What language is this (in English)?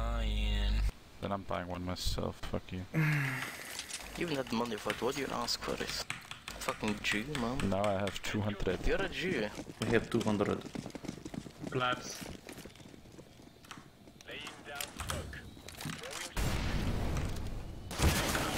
Swedish